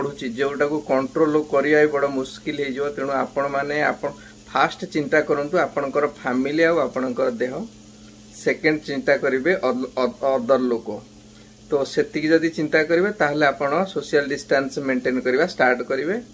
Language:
Odia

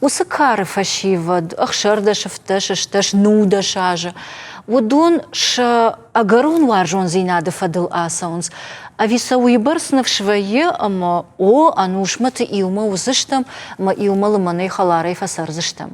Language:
Ossetic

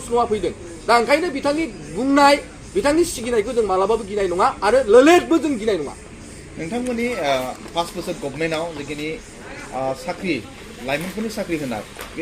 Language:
Bodo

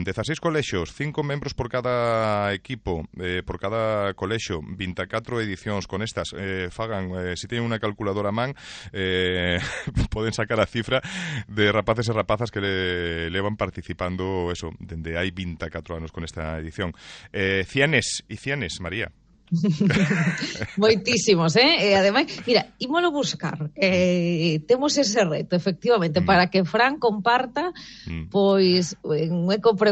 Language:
Galician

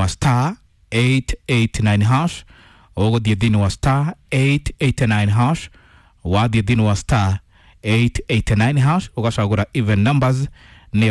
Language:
Kikuyu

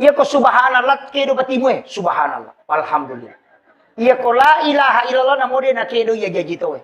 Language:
Buginese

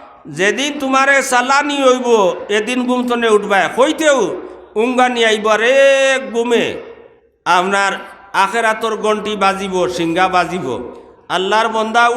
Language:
Sylheti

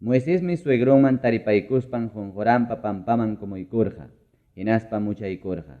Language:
Ayacucho Quechua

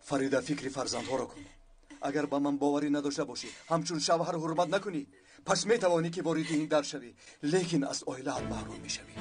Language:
Tajik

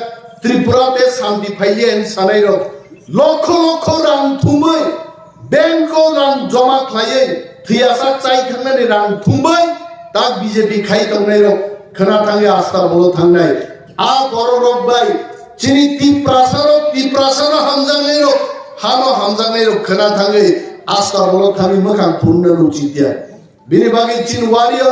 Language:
Kok Borok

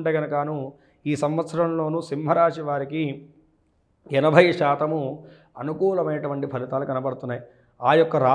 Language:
Telugu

